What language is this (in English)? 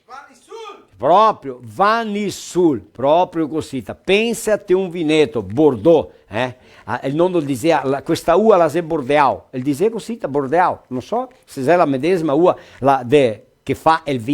Venetian